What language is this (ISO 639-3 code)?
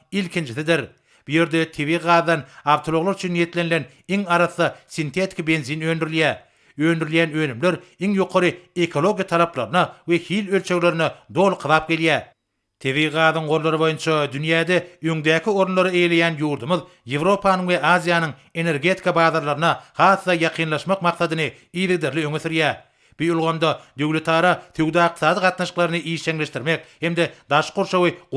tuk